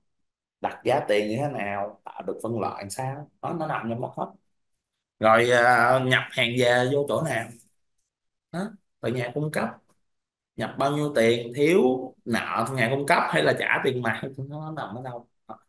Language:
Vietnamese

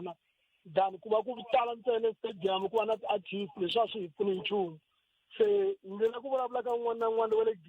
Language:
Tsonga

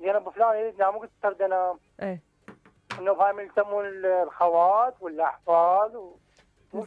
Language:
Mesopotamian Arabic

